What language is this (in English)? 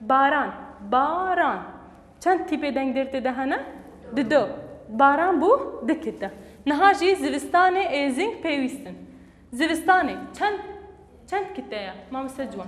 Kurdish